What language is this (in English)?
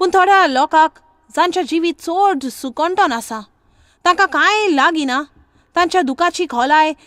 Konkani